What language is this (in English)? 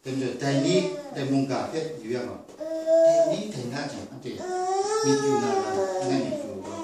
Kachin